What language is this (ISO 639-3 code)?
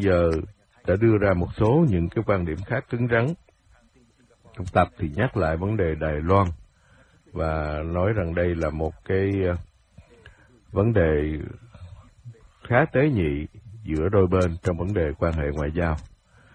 vie